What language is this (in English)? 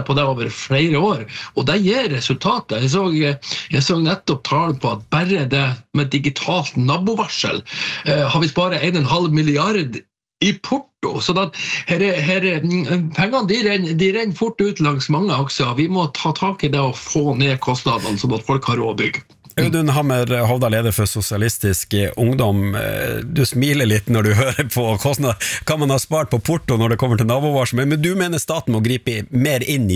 Norwegian